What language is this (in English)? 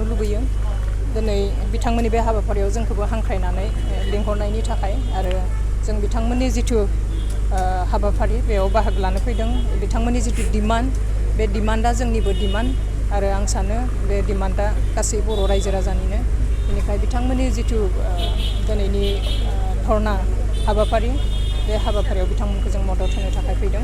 Bodo